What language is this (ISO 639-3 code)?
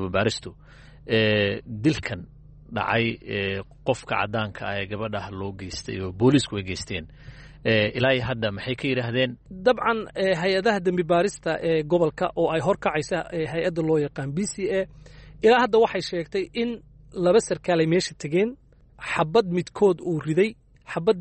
som